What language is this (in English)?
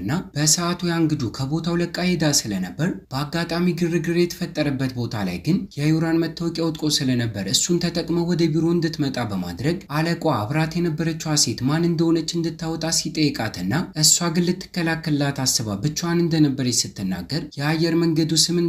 Amharic